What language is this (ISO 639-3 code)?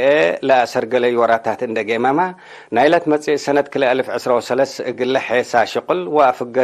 tig